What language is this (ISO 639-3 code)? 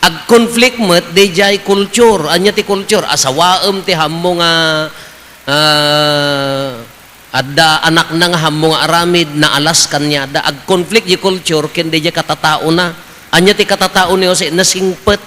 ilo